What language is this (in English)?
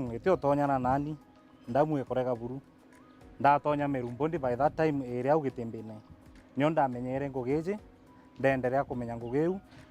Meru